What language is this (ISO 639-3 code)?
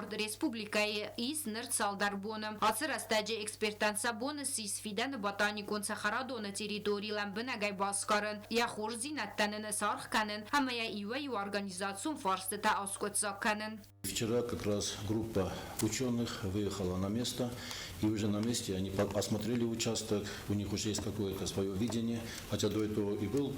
oss